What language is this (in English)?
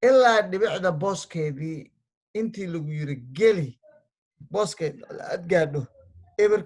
Somali